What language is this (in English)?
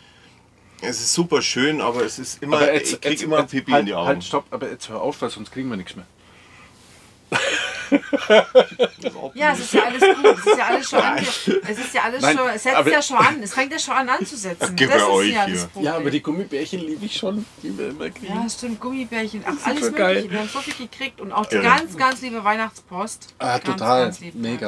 German